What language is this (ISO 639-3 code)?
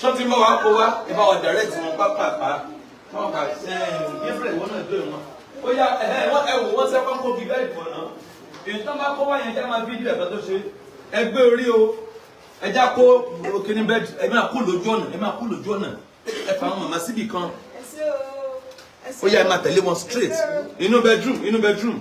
yor